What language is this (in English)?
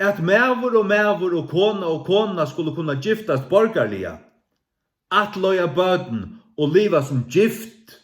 Faroese